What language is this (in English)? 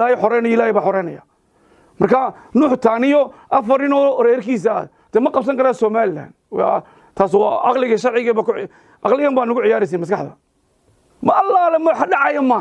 Somali